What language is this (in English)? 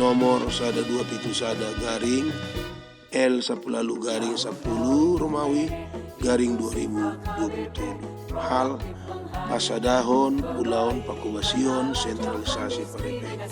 Batak Toba